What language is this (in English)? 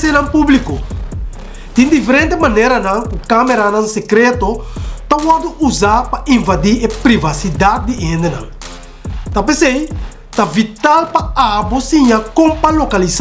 Papiamento